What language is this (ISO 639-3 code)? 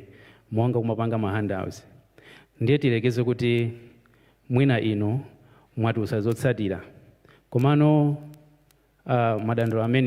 nya